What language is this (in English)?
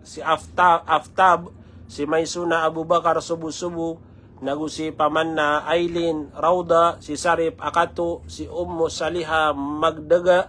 Maranao